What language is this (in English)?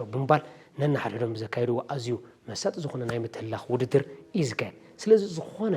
Tigrinya